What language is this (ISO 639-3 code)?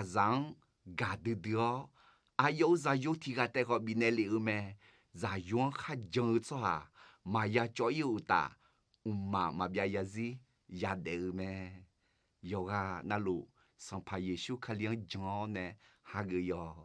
ahk